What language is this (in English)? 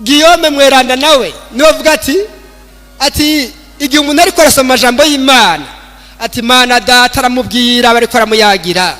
Rundi